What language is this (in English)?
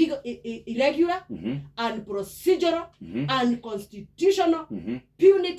Kikuyu